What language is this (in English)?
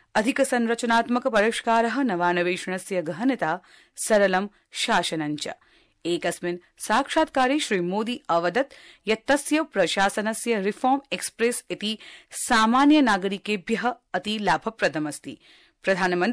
Sanskrit